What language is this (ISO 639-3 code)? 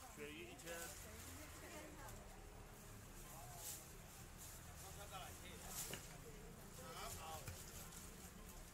zho